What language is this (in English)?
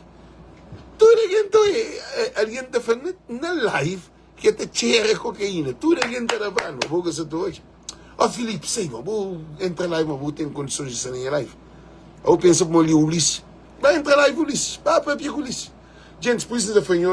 Kabuverdianu